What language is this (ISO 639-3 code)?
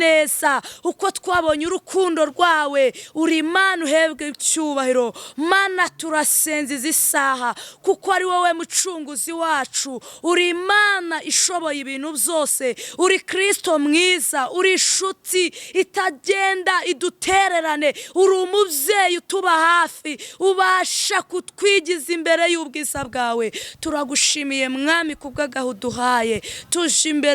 kin